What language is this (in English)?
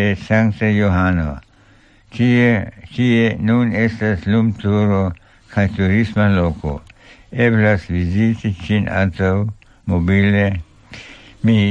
Esperanto